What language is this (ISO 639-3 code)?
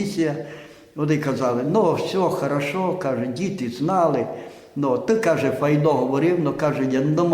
rue